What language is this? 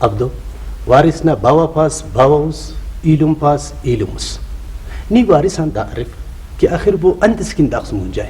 Brahui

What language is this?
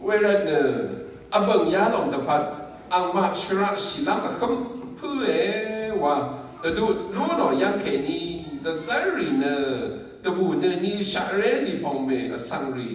Rawang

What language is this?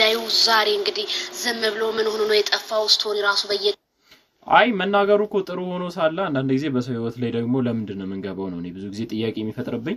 Amharic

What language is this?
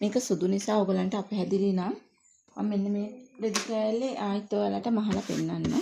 Sinhala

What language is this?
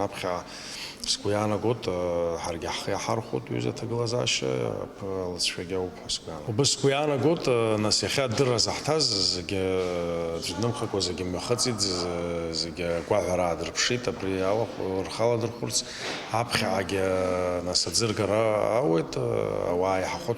Abkhazian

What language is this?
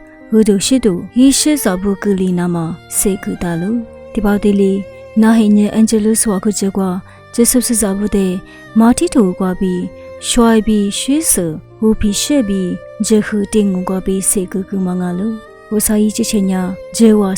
Lisu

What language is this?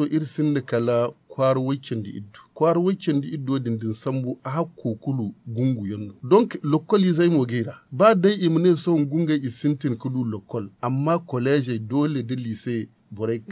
Zarma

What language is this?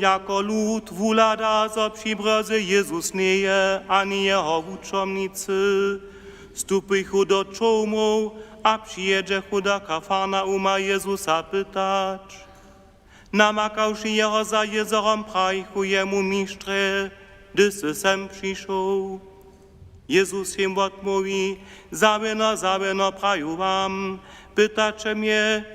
Upper Sorbian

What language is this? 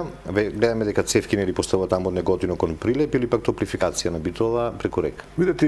Macedonian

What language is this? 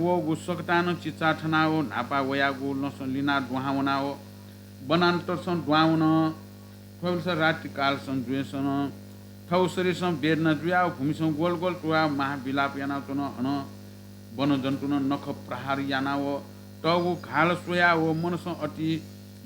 Newari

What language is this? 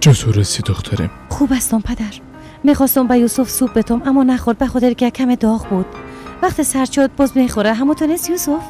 Persian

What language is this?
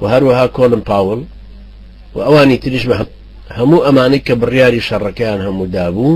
Central Kurdish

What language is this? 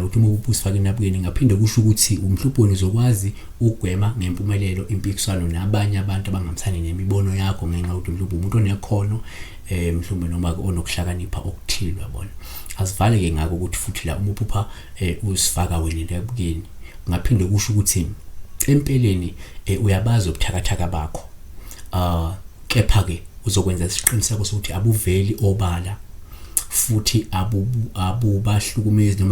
Zulu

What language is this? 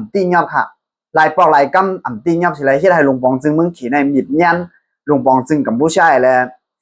Shan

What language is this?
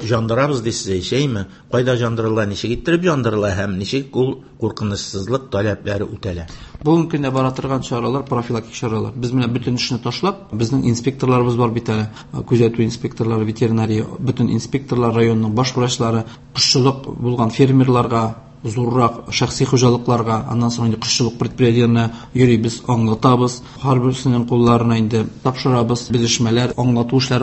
Tatar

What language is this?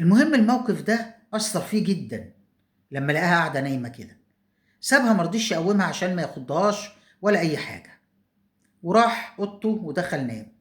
Egyptian Arabic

